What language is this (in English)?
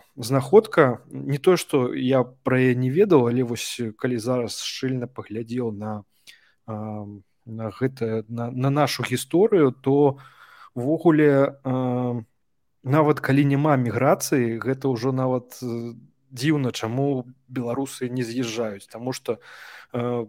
Belarusian